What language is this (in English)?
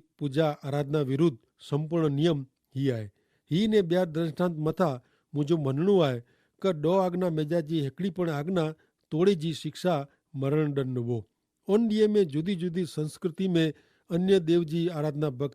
Kachhi